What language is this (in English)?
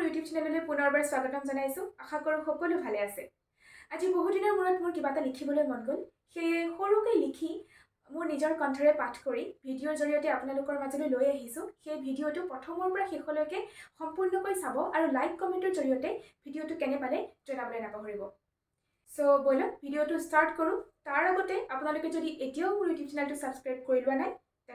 Assamese